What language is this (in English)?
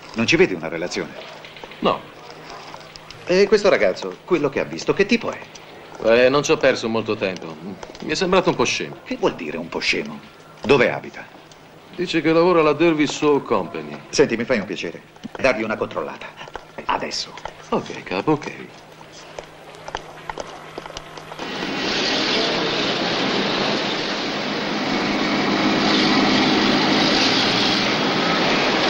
Italian